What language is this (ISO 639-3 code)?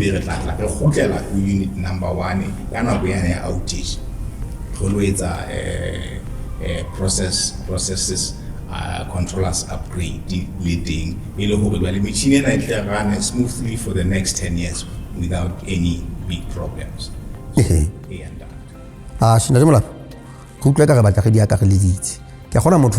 sot